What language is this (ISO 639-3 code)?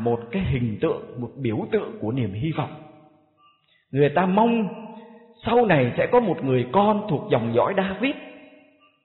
vie